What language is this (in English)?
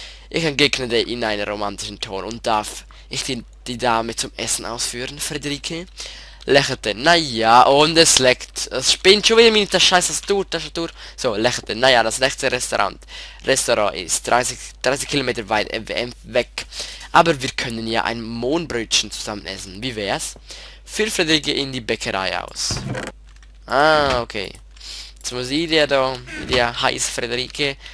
Swiss German